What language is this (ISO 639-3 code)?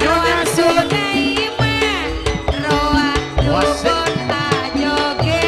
mad